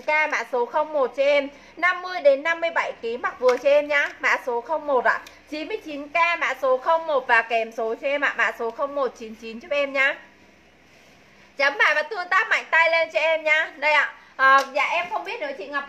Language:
Vietnamese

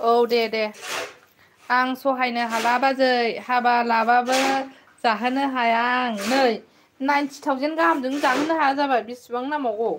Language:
Bodo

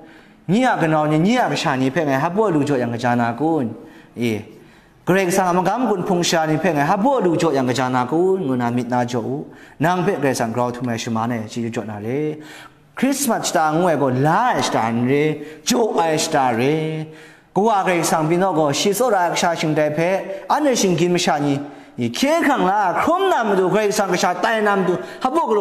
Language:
Kachin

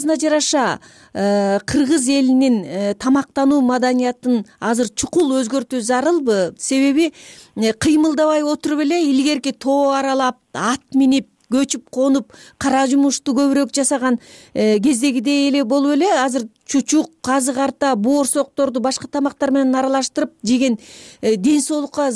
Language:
Kyrgyz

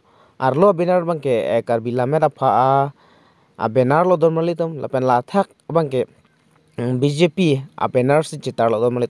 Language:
Karbi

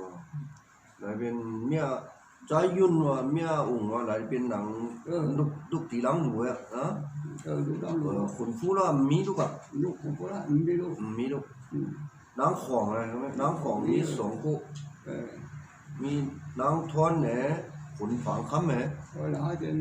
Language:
Shan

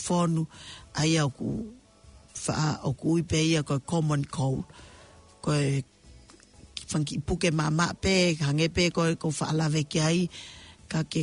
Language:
Tongan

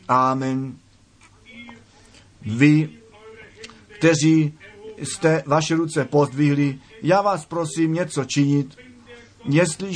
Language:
Czech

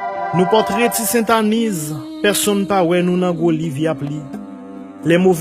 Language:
Haitian Creole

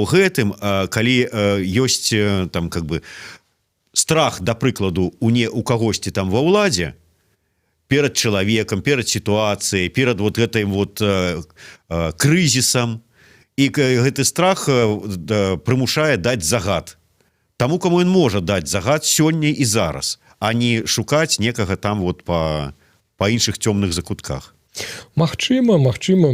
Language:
Belarusian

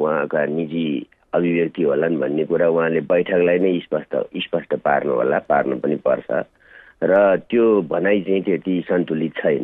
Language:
Nepali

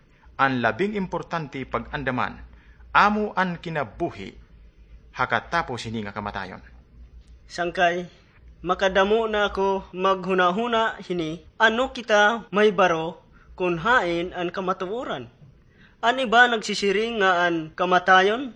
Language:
Waray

